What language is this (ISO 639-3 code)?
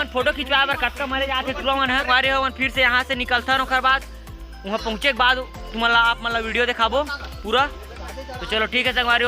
hne